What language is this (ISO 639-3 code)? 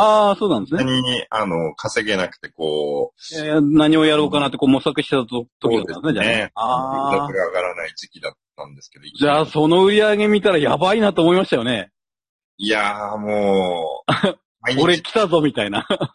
jpn